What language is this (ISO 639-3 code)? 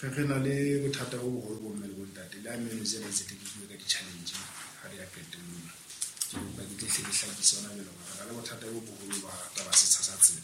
sot